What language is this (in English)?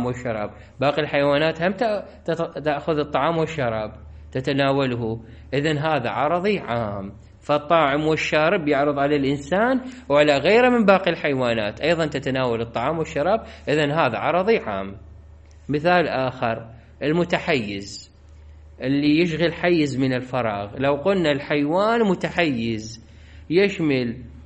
Mesopotamian Arabic